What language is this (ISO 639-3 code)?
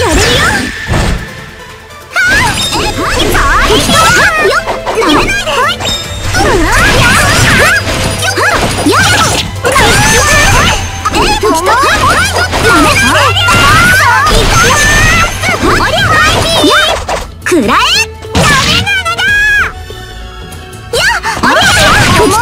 jpn